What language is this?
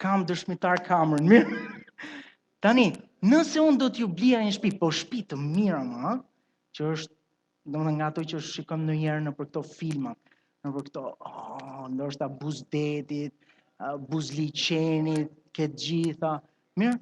Albanian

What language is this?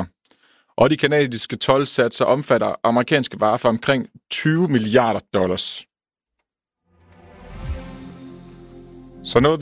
Danish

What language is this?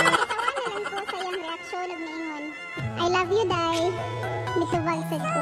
Cebuano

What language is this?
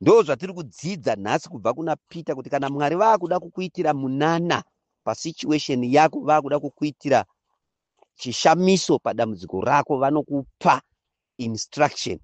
Shona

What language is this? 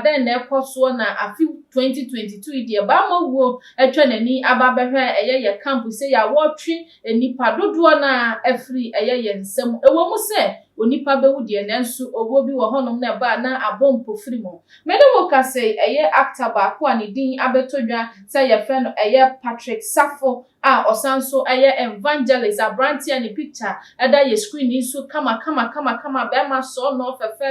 Akan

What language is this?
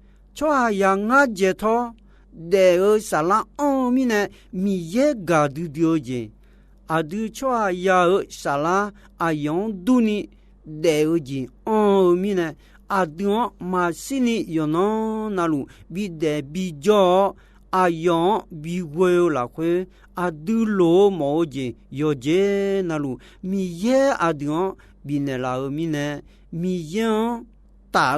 Akha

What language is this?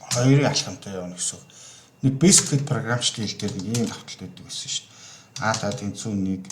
Mongolian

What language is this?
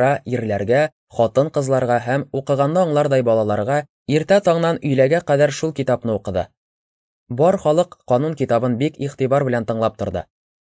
Tatar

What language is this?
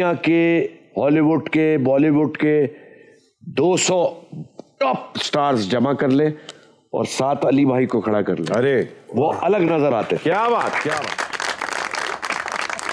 Hindi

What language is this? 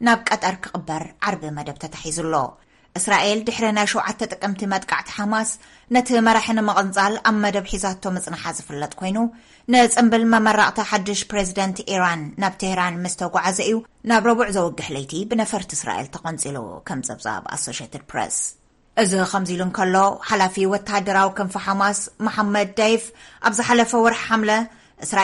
Tigrinya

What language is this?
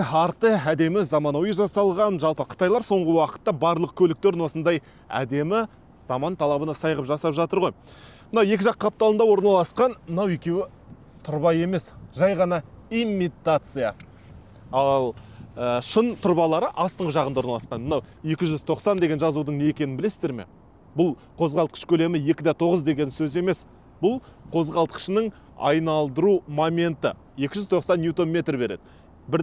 Kazakh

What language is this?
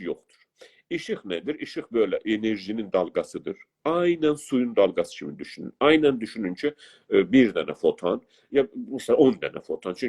South Azerbaijani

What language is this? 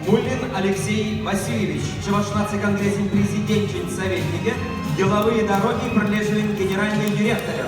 Chuvash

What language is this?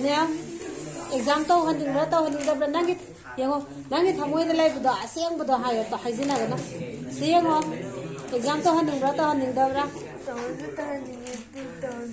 Manipuri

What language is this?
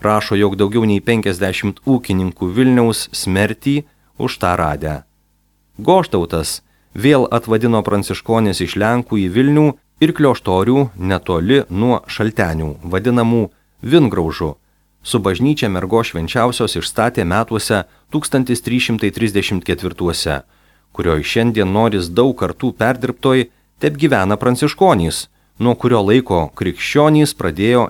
Lithuanian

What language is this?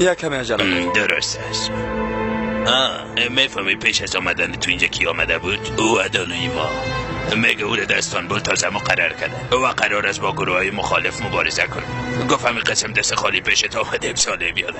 Persian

